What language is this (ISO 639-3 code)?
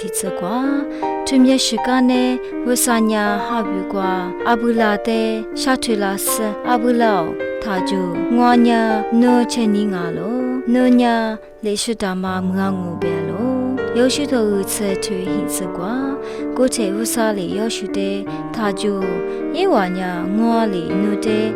lis